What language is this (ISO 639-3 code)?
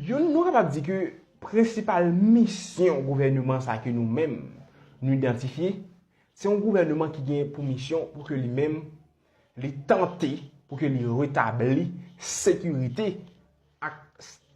hat